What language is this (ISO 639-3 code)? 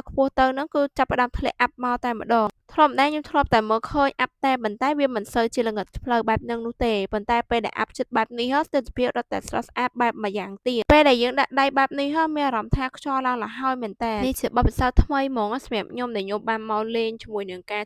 khm